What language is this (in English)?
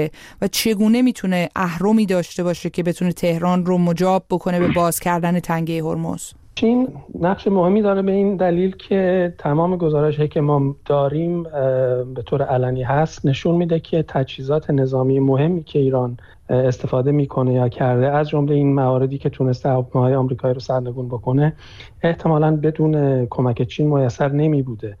Persian